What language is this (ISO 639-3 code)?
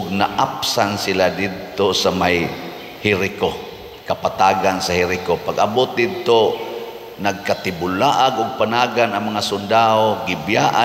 ceb